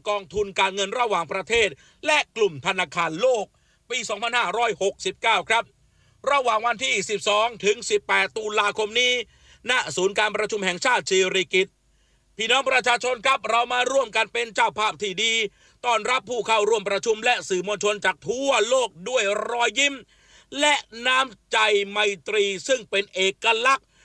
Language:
Thai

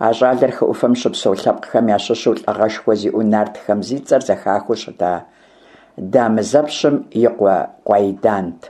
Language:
Kabardian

